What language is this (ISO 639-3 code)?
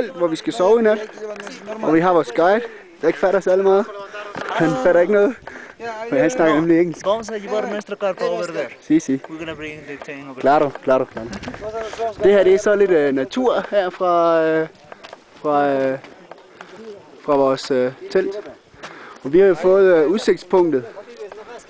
dan